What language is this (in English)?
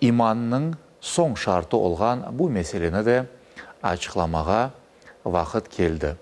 Crimean Tatar